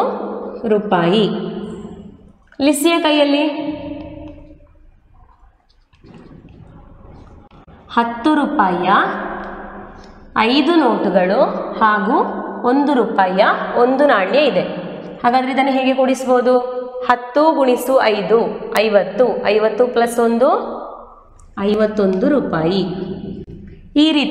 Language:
Kannada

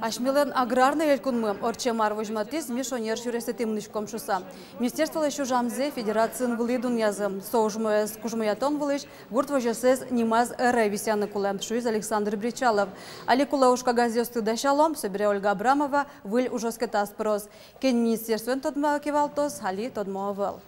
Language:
Udmurt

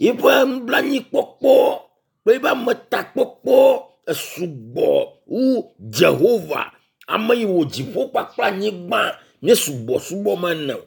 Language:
Ewe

